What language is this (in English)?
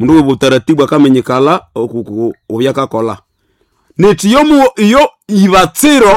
Nande